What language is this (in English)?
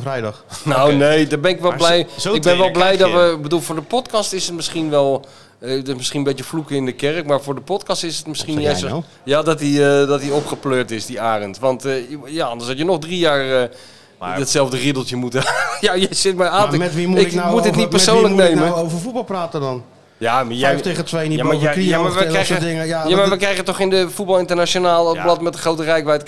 Dutch